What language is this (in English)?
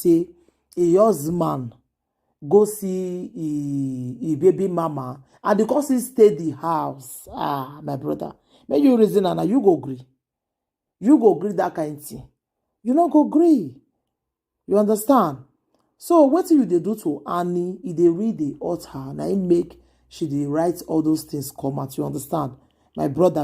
Nigerian Pidgin